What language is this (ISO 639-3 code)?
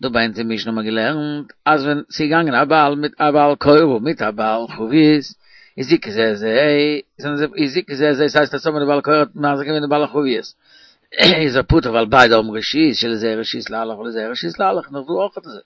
yid